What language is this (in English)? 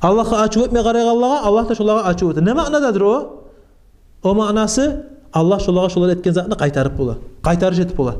Kumyk